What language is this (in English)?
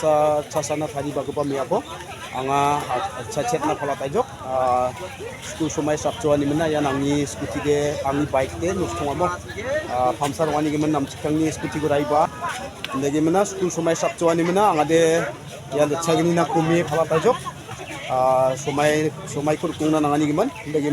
Garo